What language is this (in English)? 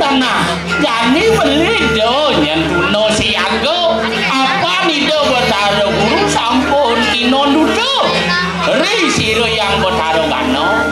Balinese